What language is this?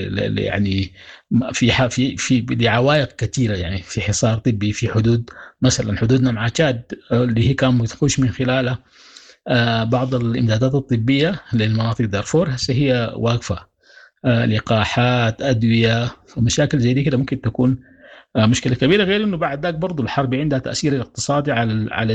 Sudanese Arabic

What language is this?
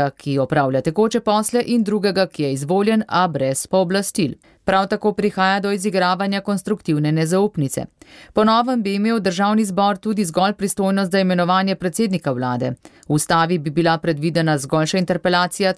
Slovenian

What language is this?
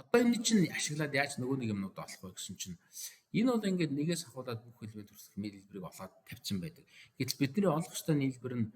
Mongolian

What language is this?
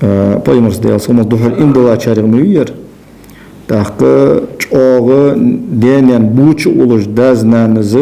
Ingush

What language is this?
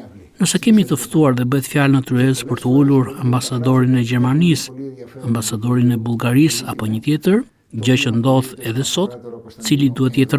Albanian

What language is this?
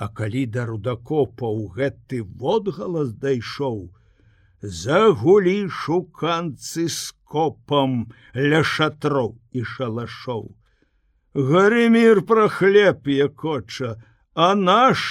Belarusian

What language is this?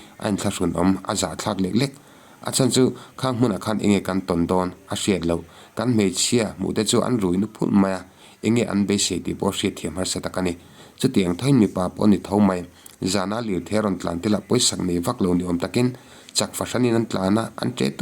Mizo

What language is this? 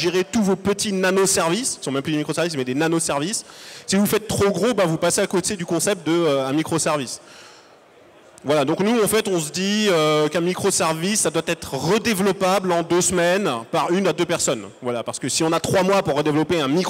French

